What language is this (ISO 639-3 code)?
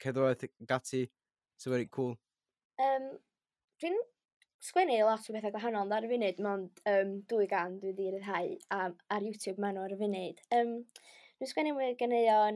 cym